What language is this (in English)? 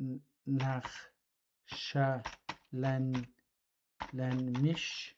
South Azerbaijani